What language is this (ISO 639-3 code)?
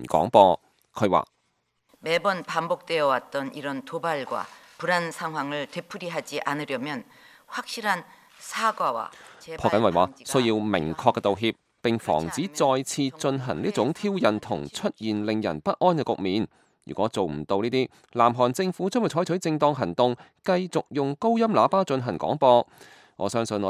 yue